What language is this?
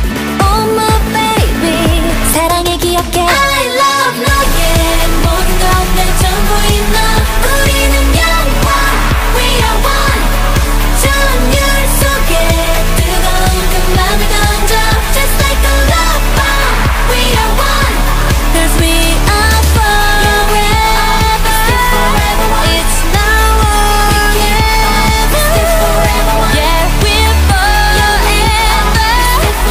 Korean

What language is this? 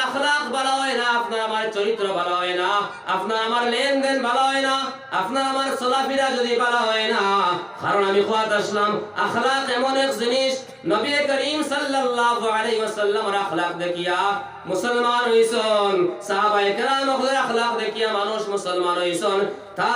Sylheti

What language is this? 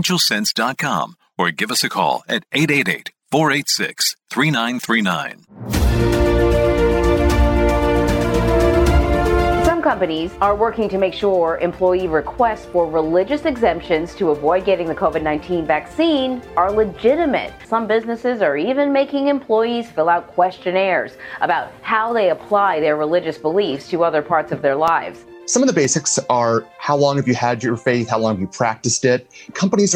English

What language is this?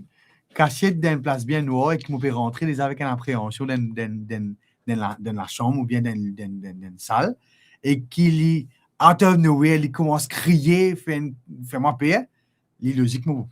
Morisyen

